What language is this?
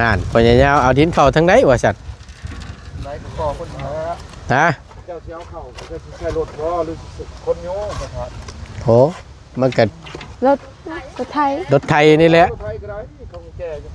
Northeastern Thai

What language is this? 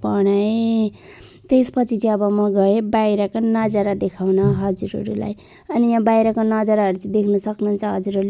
Nepali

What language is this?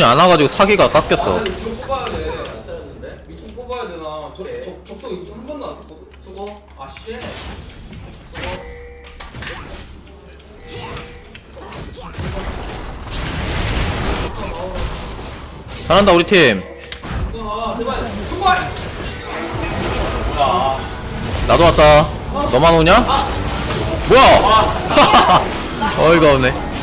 Korean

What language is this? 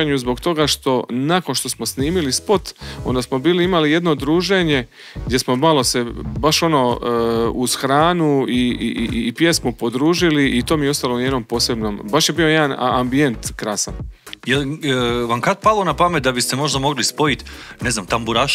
Croatian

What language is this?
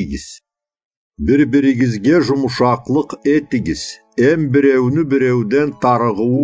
Karachay-Balkar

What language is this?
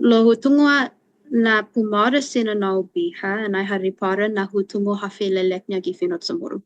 Chamorro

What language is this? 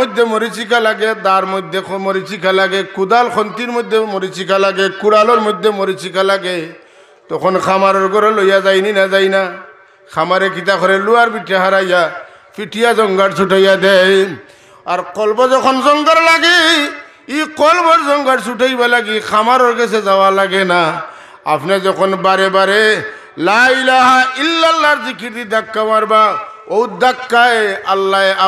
Sylheti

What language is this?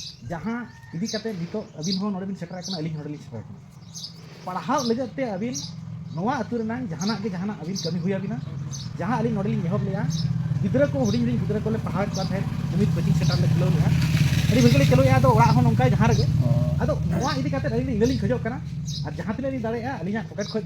Santali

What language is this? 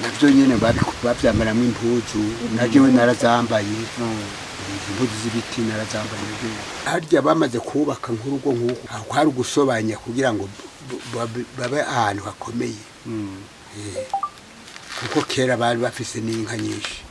Rundi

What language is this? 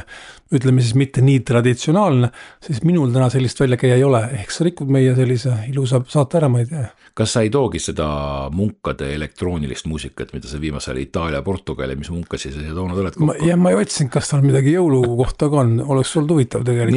Estonian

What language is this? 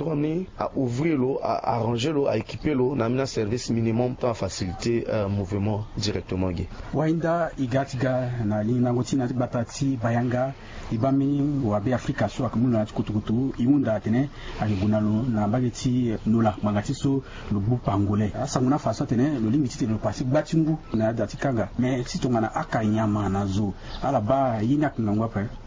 Sango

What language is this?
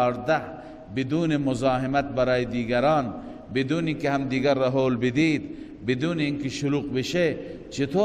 Persian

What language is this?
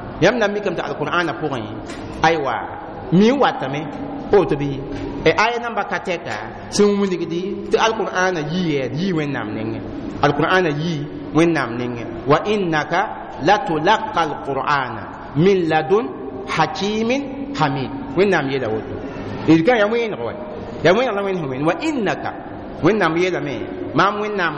Mossi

